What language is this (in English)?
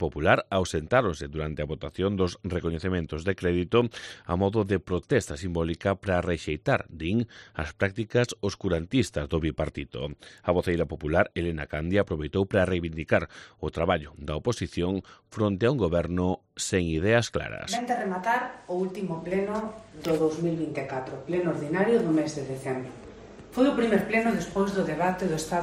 Galician